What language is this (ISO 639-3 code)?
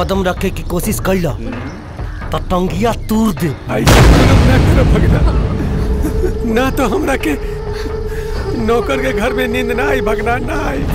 bho